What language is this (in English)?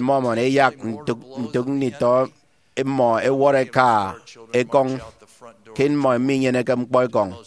Efik